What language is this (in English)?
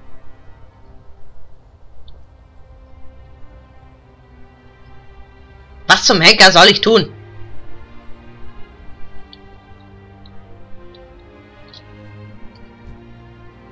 German